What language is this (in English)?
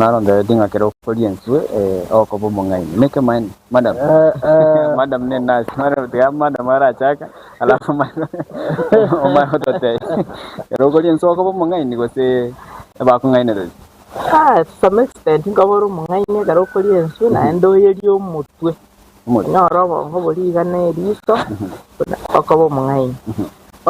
Gusii